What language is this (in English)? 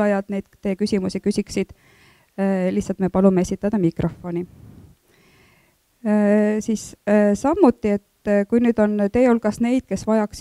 Estonian